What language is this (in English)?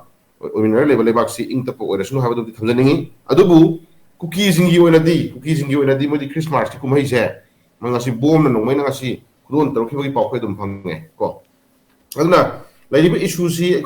Manipuri